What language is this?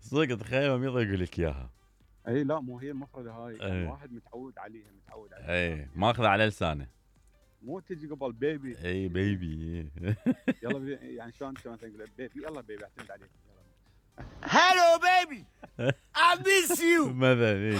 Mesopotamian Arabic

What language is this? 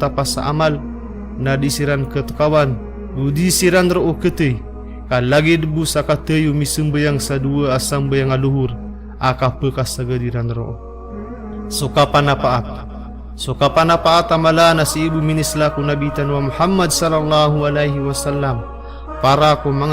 Maranao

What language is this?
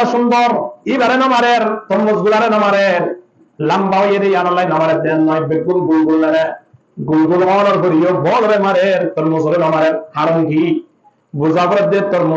Rohingya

